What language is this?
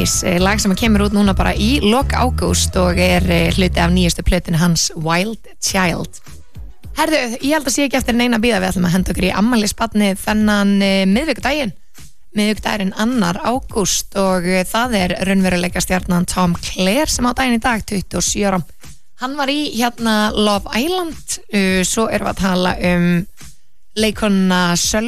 Icelandic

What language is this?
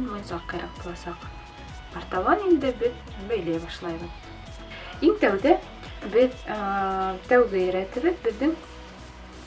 Bashkir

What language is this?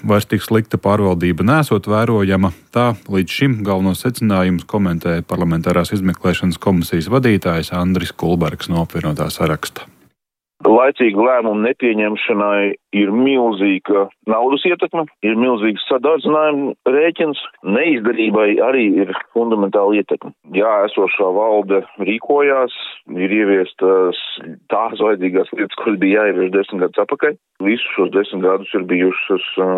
Latvian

